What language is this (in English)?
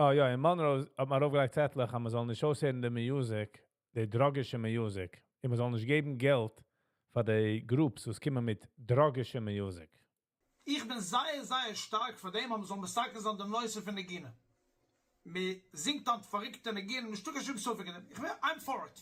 Yiddish